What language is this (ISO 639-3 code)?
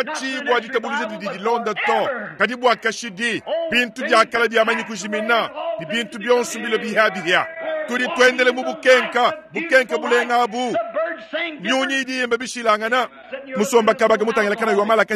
lua